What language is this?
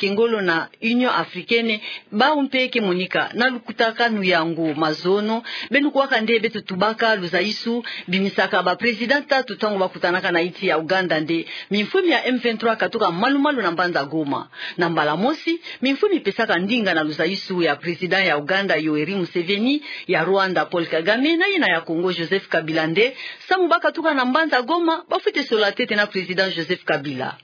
Kituba (Democratic Republic of Congo)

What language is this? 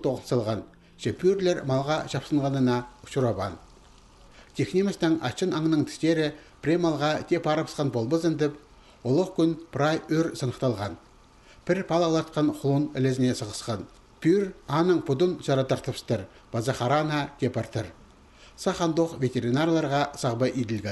Khakas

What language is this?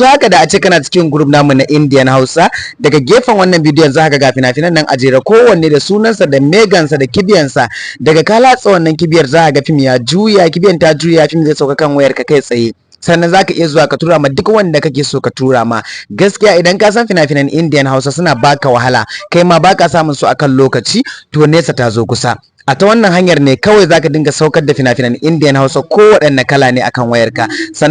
Hausa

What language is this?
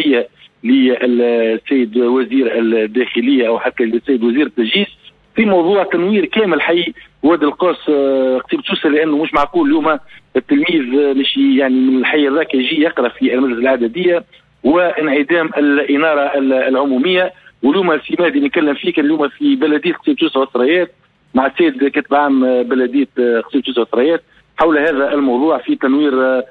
Tunisian Arabic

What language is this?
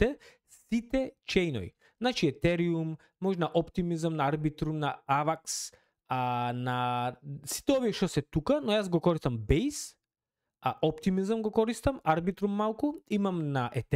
Macedonian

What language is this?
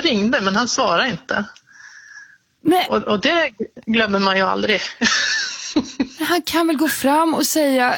Swedish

